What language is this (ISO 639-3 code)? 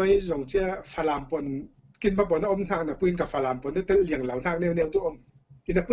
cfm